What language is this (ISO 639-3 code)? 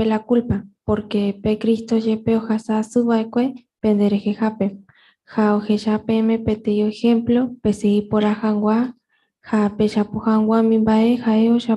grn